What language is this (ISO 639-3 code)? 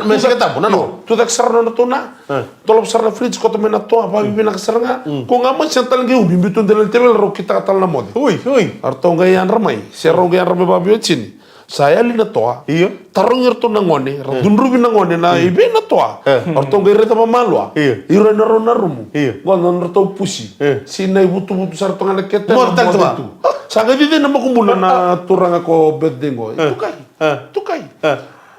fij